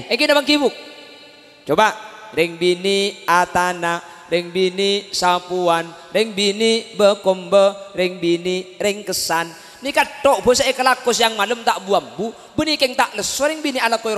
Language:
Madurese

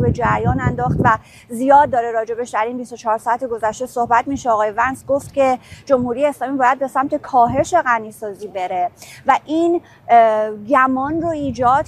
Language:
Persian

